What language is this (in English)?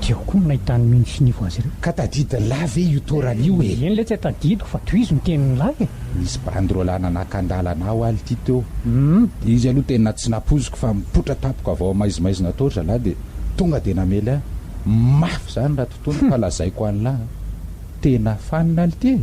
Malagasy